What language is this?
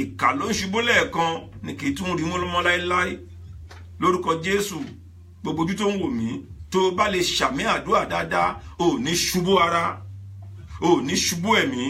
Yoruba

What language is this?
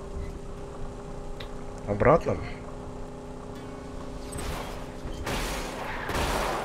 Russian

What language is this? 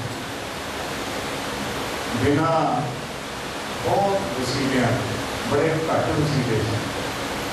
Punjabi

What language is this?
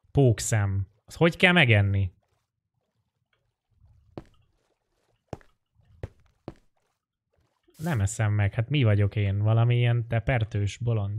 Hungarian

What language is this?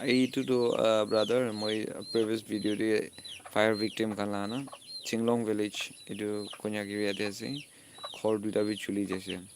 Naga Pidgin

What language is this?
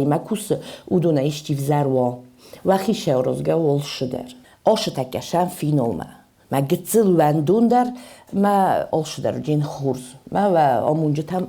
Ossetic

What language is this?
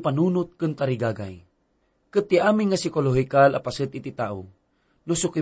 Iloko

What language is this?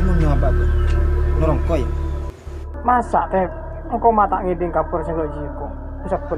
Madurese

